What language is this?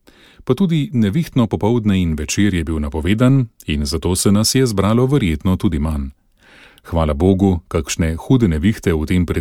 Slovenian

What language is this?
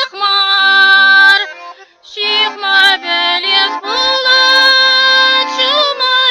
Chuvash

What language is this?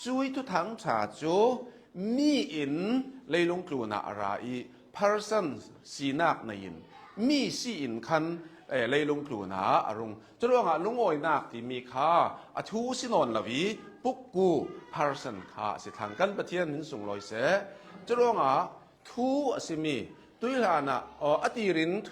Hakha Chin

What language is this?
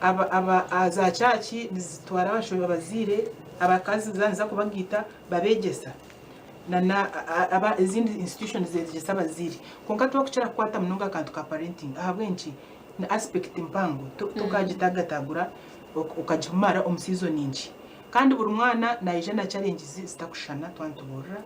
Nyankole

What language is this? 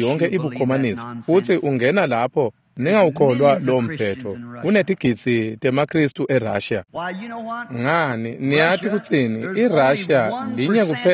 Swati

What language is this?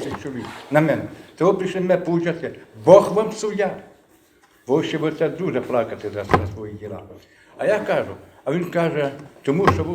Rusyn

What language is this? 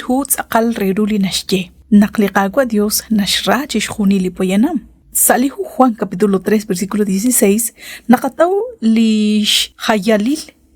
Kekchí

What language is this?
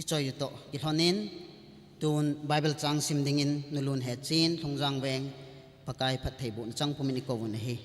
Thado Chin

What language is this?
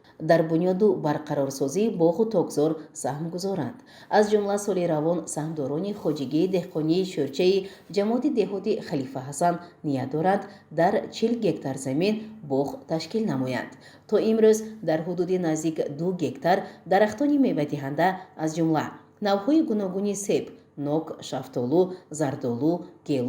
Tajik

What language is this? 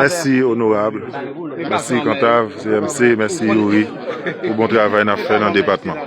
Haitian Creole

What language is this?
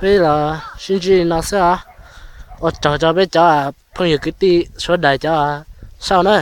Hmong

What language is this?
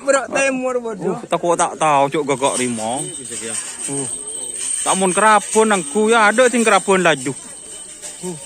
Madurese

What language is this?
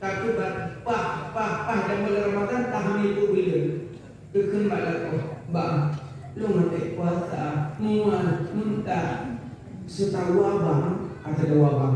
Achinese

